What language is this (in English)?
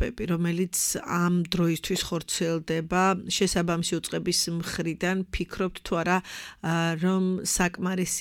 Georgian